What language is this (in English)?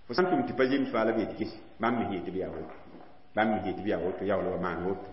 Mossi